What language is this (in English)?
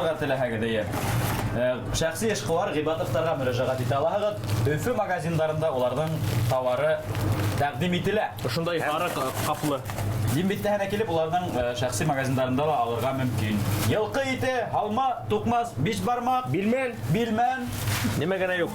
Bashkir